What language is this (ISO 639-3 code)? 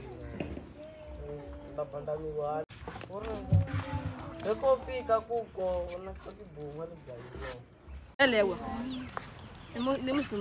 swa